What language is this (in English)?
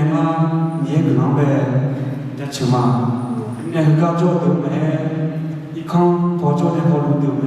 Akha